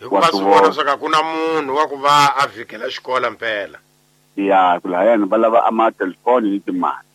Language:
Tsonga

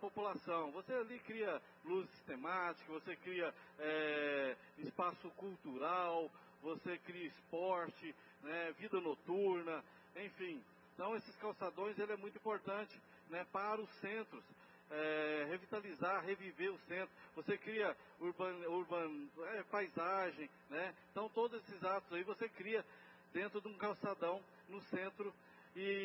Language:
Portuguese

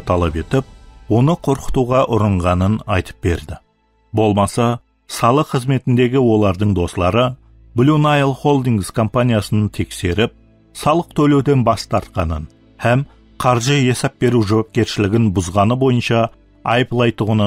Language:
Kara-Kalpak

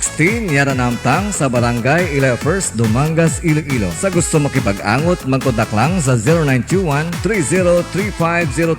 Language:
Hiligaynon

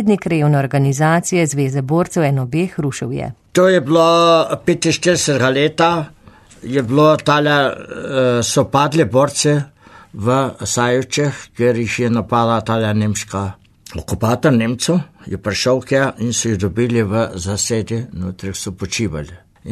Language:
Slovenian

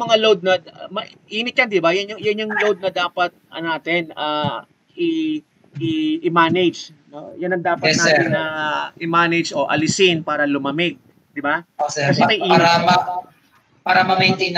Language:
Filipino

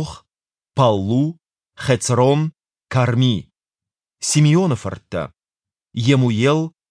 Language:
Ossetic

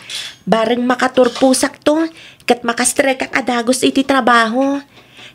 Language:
Iloko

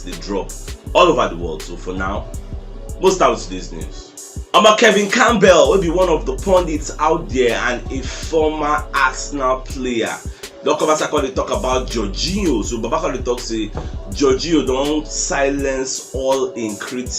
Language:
Nigerian Pidgin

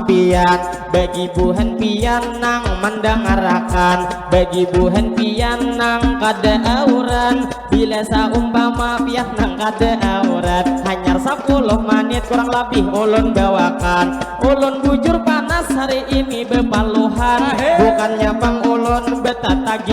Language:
Banjar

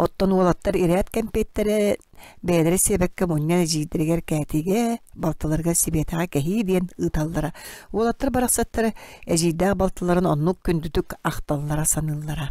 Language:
Yakut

